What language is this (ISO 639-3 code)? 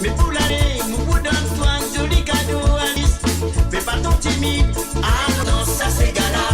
mfe